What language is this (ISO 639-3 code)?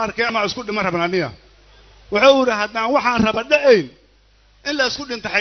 som